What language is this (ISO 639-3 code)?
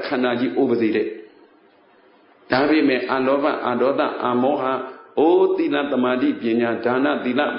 mya